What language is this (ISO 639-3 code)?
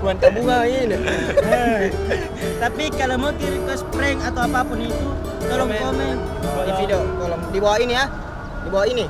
mfp